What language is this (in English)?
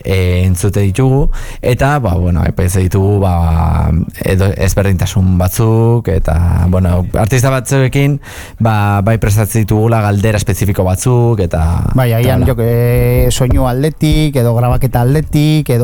Basque